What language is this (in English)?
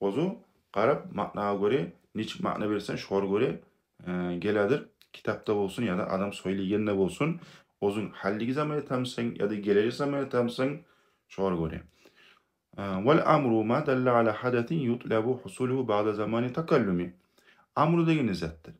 Kumyk